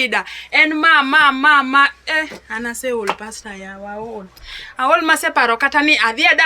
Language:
Luo (Kenya and Tanzania)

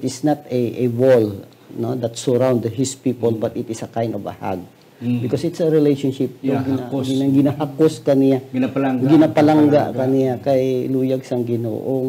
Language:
Hiligaynon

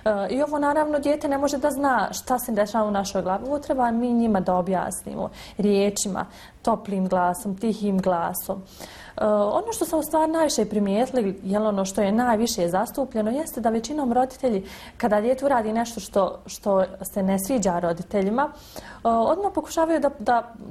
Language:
Bosnian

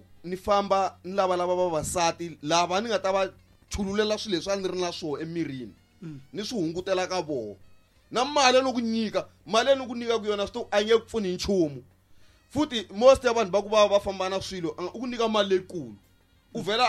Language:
Tsonga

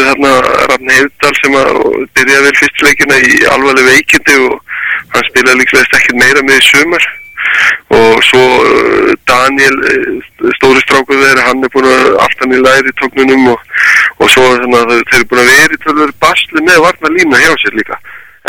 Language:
Icelandic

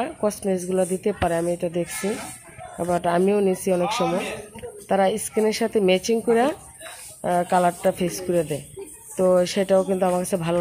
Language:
Bangla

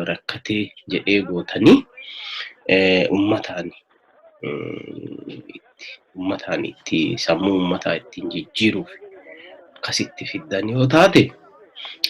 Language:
Oromo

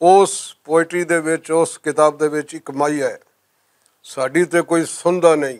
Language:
Western Panjabi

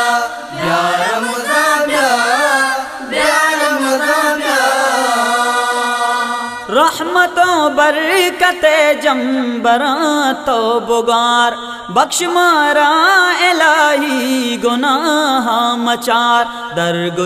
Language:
Baluchi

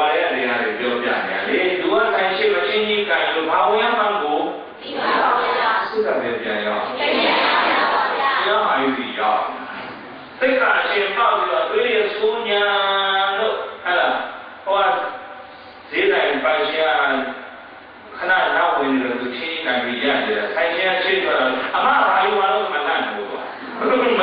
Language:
Burmese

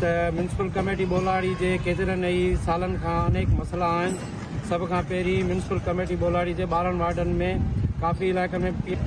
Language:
Sindhi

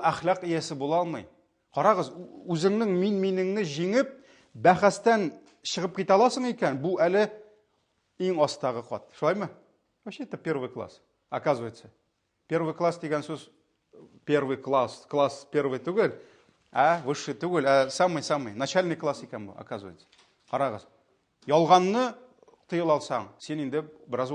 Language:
Tatar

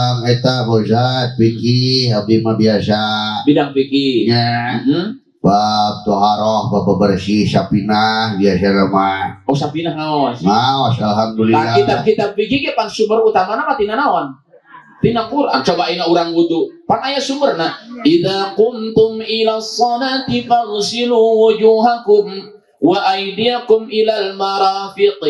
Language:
Sundanese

